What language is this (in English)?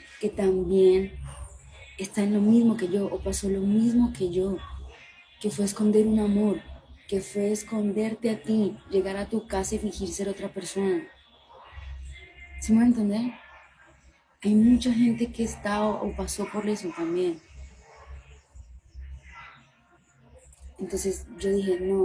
Spanish